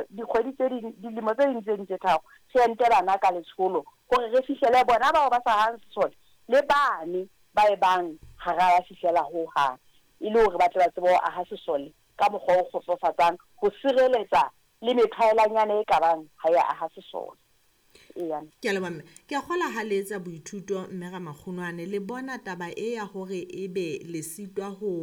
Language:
Southern Sotho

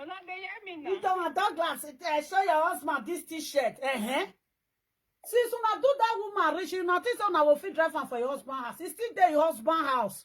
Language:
Nigerian Pidgin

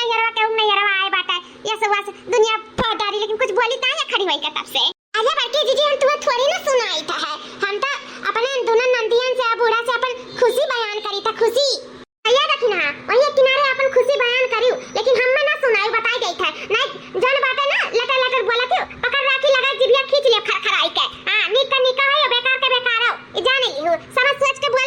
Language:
Awadhi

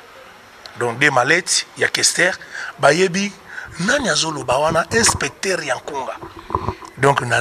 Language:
Lingala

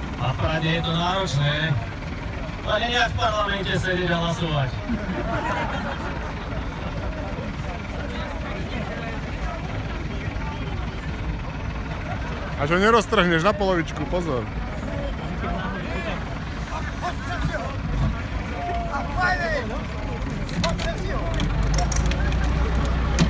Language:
Slovak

